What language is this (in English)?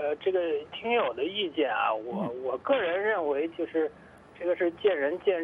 Chinese